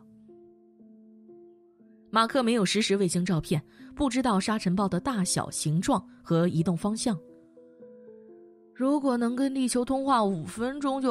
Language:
Chinese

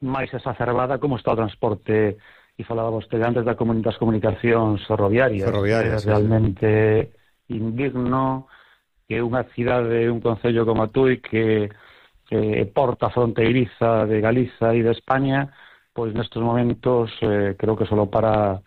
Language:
Galician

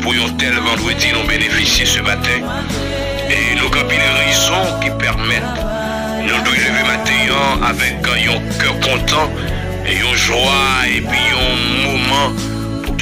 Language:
French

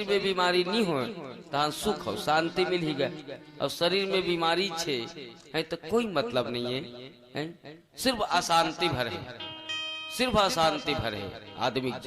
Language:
Chhattisgarhi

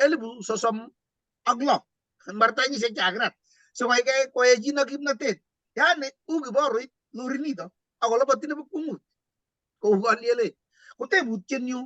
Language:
Kalenjin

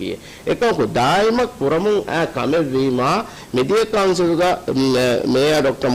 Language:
Divehi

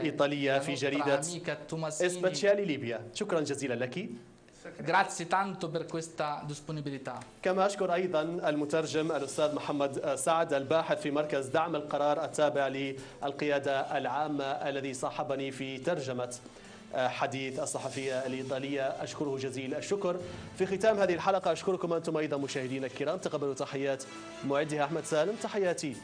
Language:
Arabic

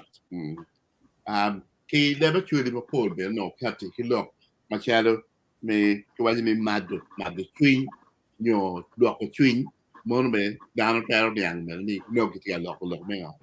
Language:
Acoli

